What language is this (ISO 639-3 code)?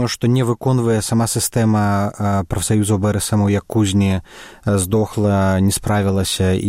bel